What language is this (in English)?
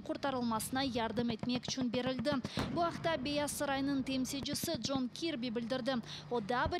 Crimean Tatar